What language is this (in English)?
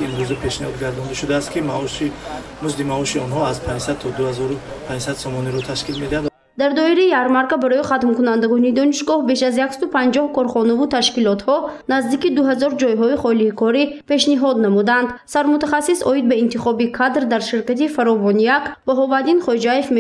Tajik